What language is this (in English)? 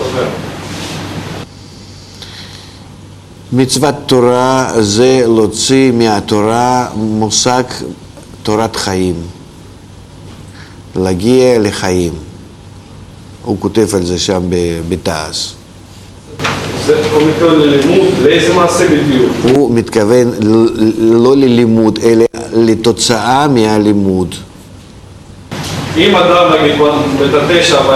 Hebrew